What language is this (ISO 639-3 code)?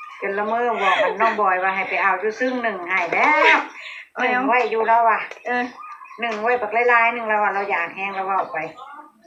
lao